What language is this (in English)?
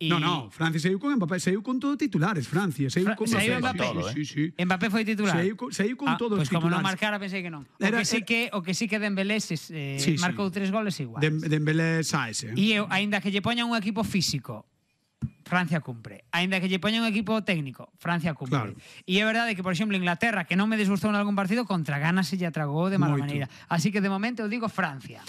Galician